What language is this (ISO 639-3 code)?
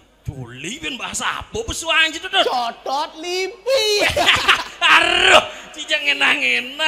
ban